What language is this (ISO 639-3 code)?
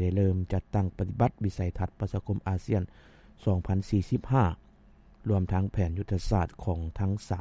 lao